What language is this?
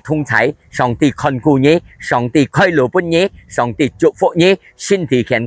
Hakka Chinese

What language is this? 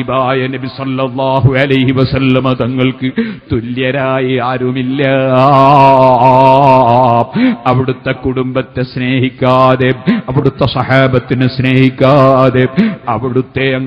Malayalam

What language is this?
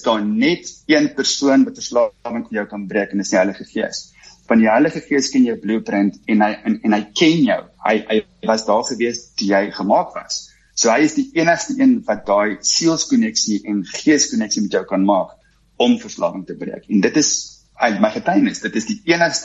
Afrikaans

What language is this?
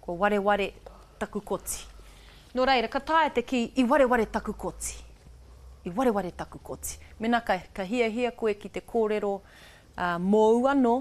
Māori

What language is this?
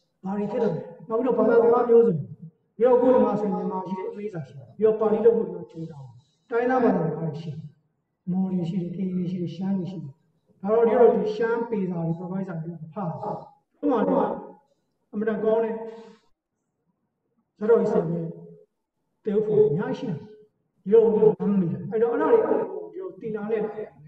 Burmese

